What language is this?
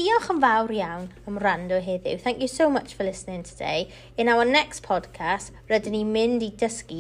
Welsh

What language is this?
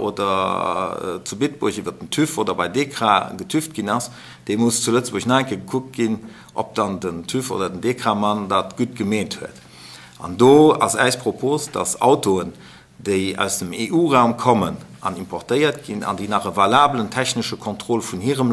Luxembourgish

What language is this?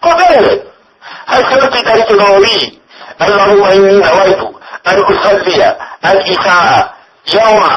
Pular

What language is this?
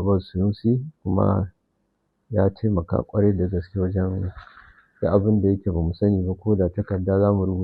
Hausa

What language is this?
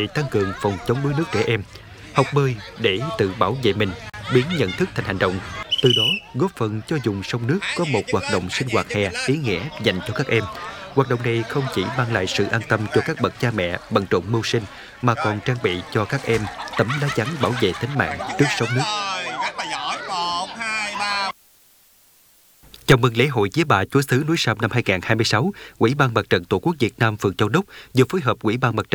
Vietnamese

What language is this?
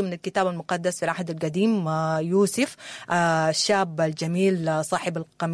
Sudanese Arabic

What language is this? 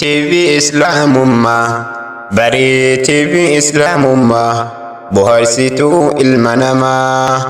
Oromo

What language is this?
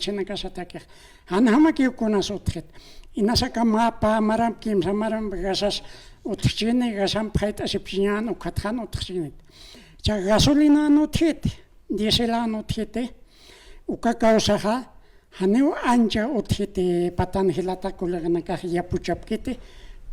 Aymara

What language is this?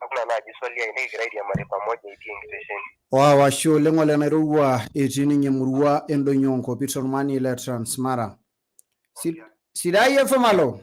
Masai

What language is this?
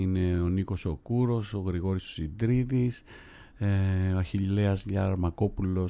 Greek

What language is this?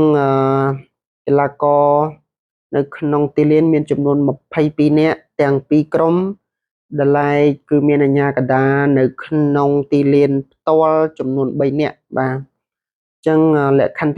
Khmer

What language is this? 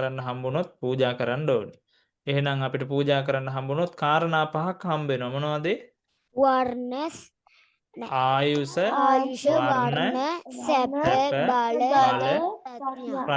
Sinhala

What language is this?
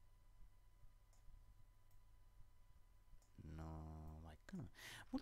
Finnish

